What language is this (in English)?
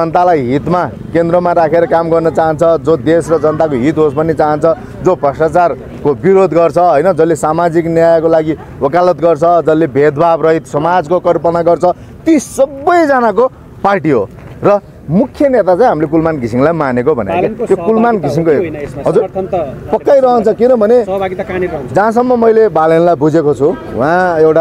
Nepali